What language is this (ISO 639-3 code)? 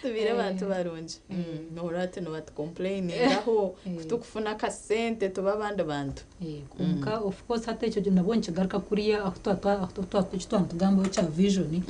nyn